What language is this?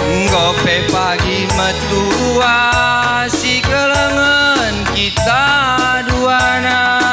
Batak Karo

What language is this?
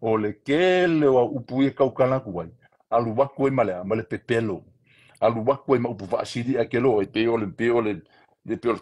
Samoan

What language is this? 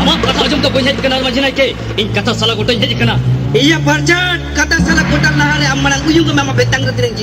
Santali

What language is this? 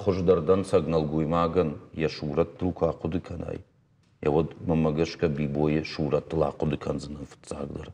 Ossetic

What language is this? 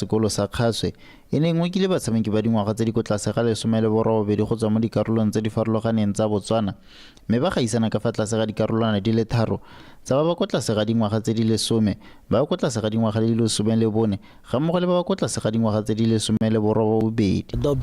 Tswana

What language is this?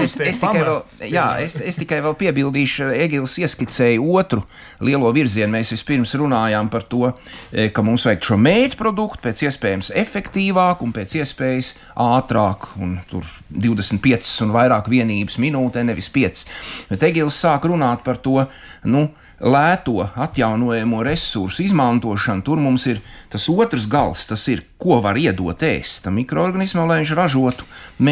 Latvian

